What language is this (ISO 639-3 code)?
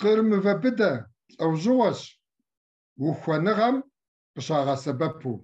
kbd